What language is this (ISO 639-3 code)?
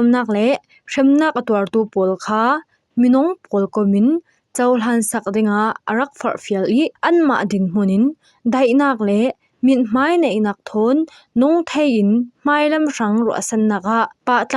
cfm